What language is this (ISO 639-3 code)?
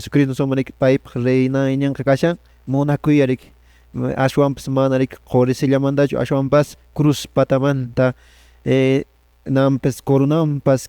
que